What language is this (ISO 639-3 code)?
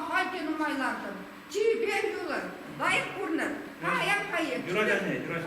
chv